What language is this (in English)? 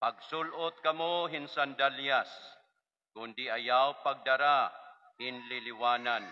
Waray